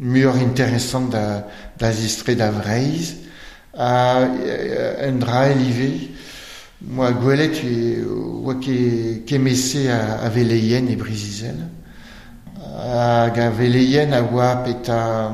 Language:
Breton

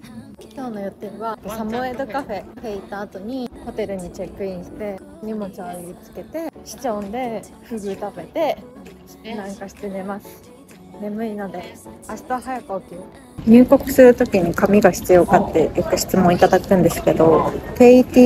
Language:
Japanese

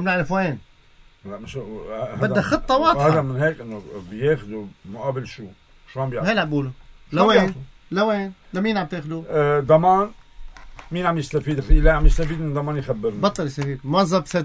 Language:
North Levantine Arabic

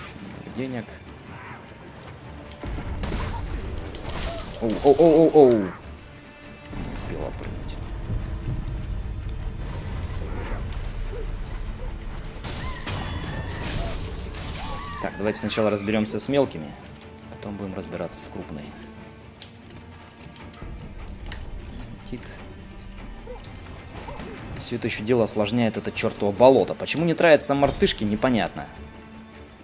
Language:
Russian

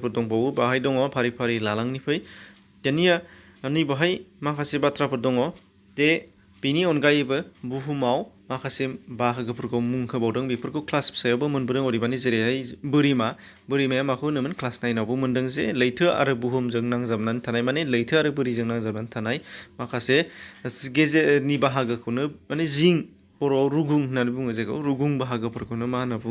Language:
Bodo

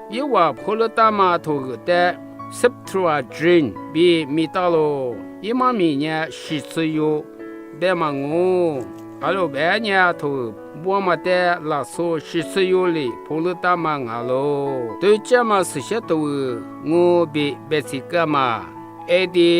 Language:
Lisu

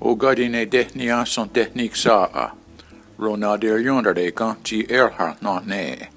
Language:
Mohawk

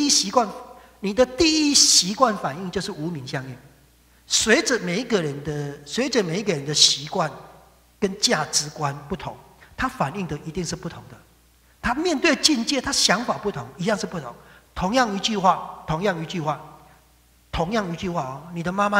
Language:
Chinese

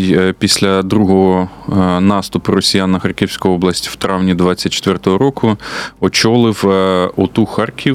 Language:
Ukrainian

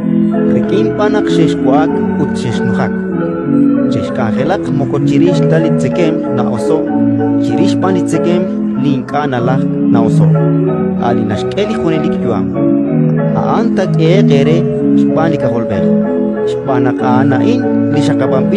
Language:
Kekchí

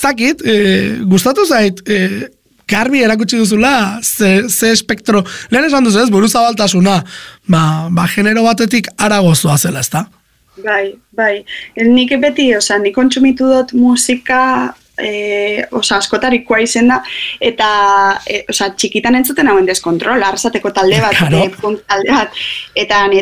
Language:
Basque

